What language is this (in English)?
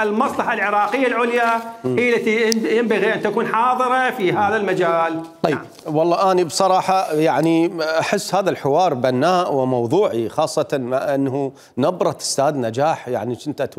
Mesopotamian Arabic